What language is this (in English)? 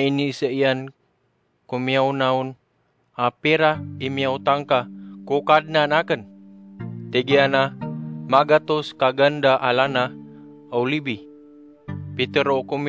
Maranao